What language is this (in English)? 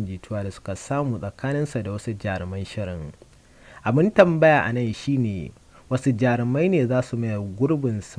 Hausa